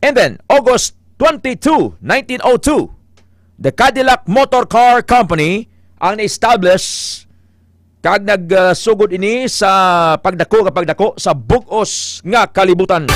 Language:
Hiligaynon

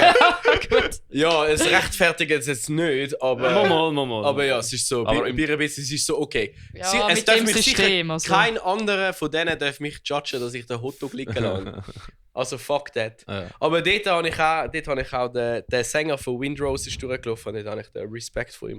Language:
Swiss German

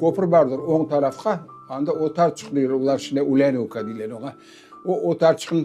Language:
Crimean Tatar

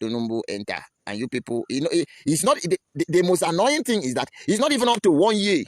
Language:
Nigerian Pidgin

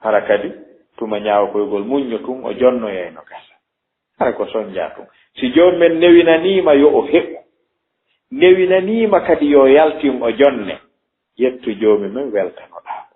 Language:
Fula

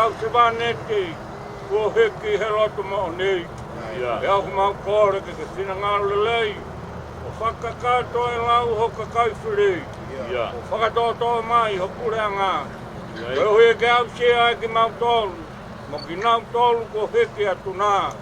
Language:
Tongan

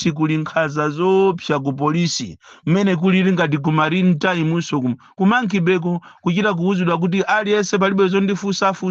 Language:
Nyanja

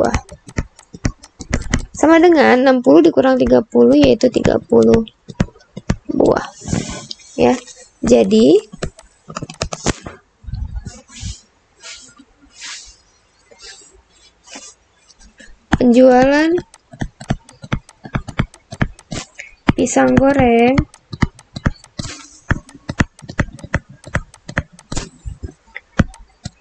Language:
Indonesian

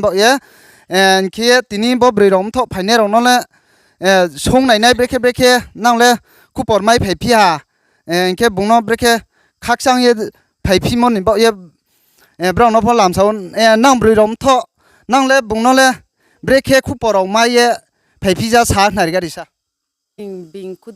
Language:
Riang (India)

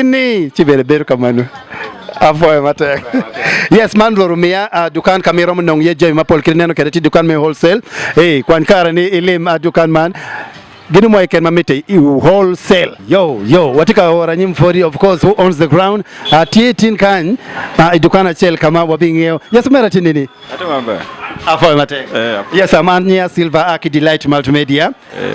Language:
Acoli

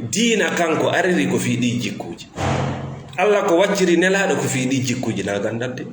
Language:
Fula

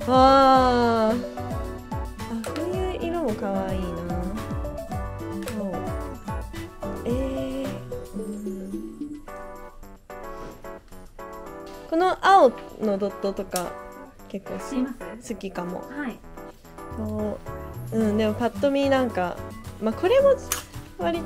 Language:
Japanese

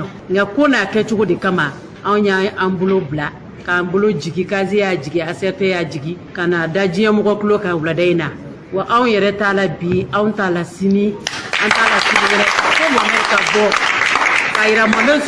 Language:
Bambara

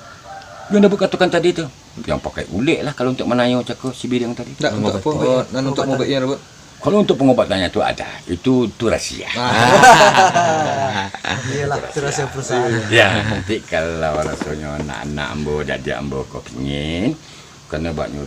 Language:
Minangkabau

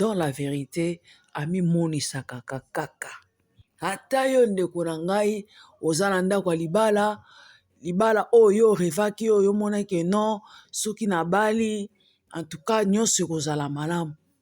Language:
Lingala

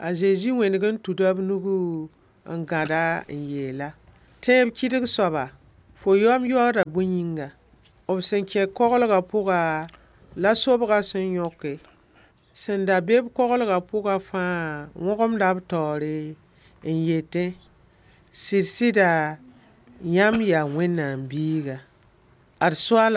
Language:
Mossi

